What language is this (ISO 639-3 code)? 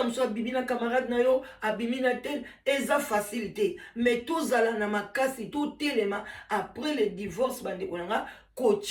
lin